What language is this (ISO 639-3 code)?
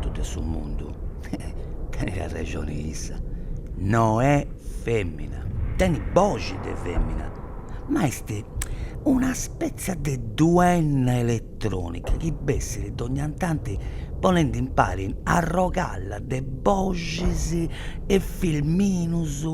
srd